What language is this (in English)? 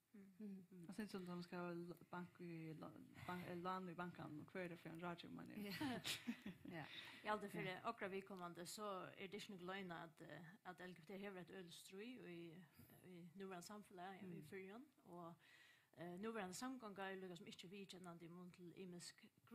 Faroese